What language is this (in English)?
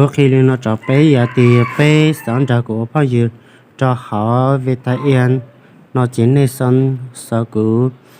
Hmong